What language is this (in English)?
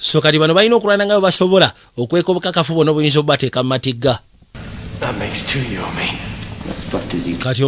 Ganda